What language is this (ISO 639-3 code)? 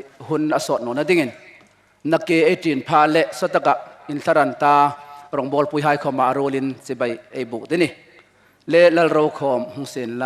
hmr